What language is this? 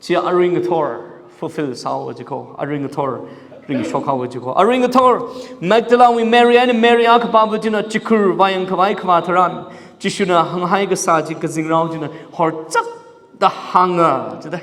Tangkhul Naga (India)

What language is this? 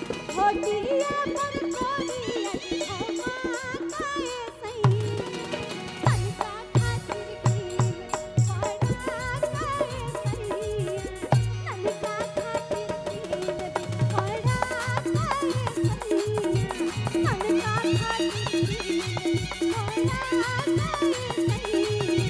Bhojpuri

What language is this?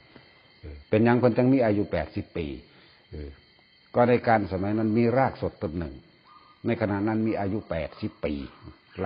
Northeastern Thai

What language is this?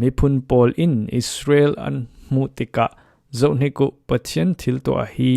Falam Chin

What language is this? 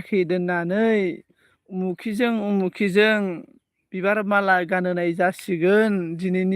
Bodo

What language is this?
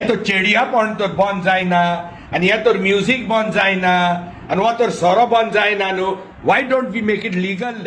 Konkani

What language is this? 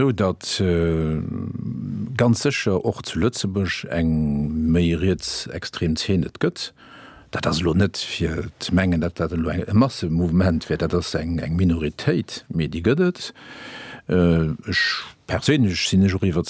Luxembourgish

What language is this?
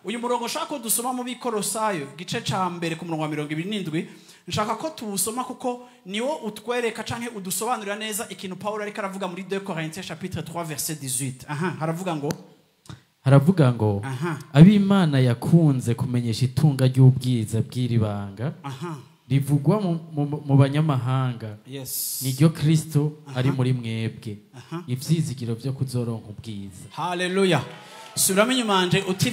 Rundi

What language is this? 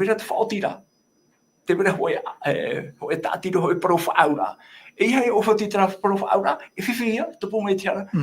Tahitian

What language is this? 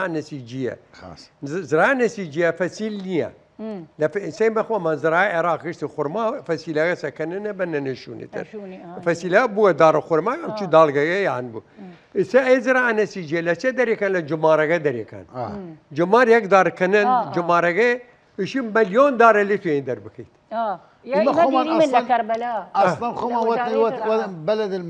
Southern Kurdish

